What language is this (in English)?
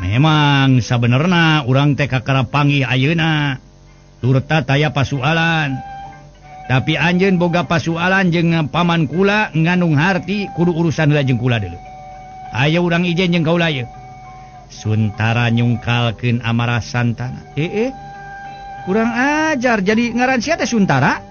Sundanese